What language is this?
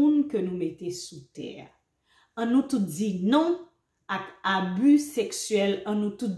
Haitian Creole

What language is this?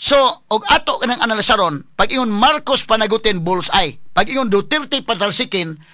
Cebuano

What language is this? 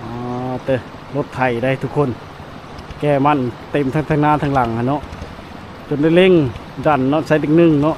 Lao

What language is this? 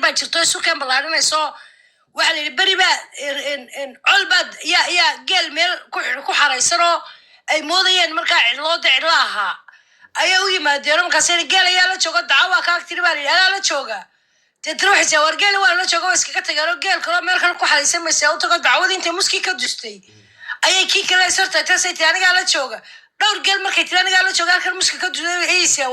Somali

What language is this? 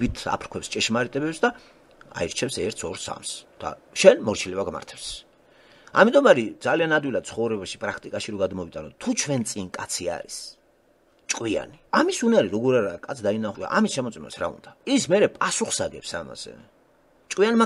Georgian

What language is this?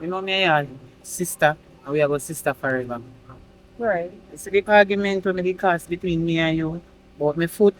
Jamaican Creole English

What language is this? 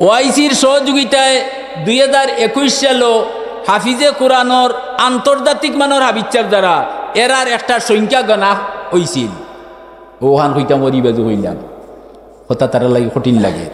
Sylheti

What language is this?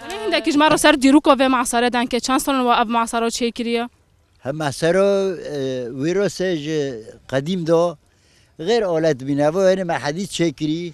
Kurdish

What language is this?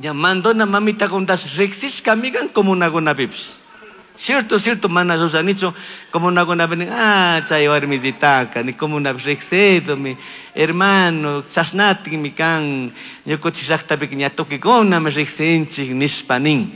Chimborazo Highland Quichua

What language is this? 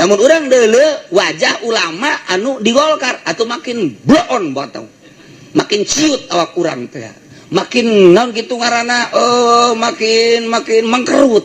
Sundanese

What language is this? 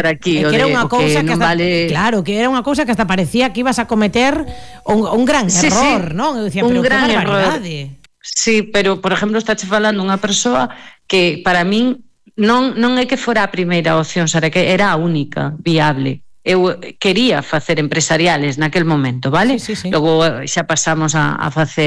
Galician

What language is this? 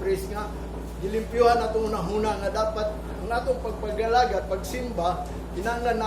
Cebuano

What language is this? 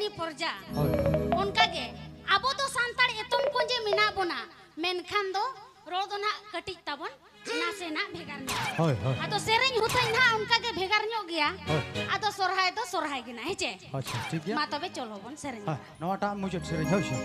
Santali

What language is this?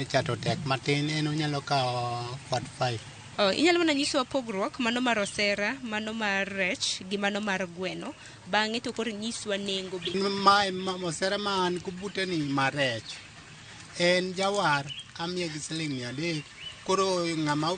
Luo (Kenya and Tanzania)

